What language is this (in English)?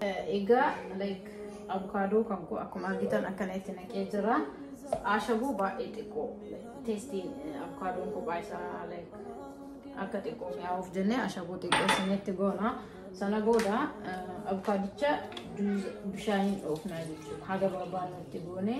Oromo